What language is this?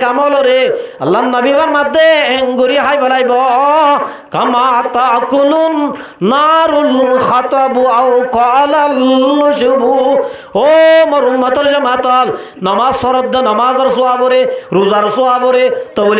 Rohingya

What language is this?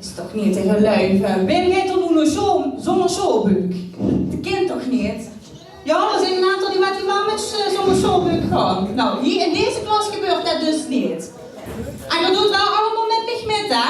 Limburgish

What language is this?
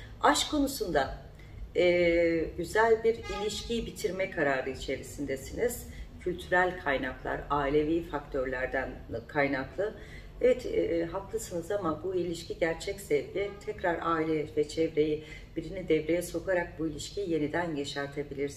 Turkish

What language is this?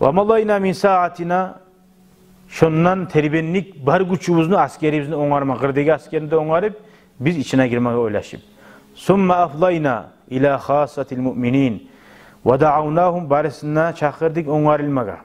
Kumyk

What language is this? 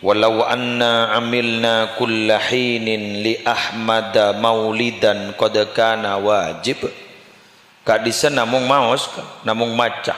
Madurese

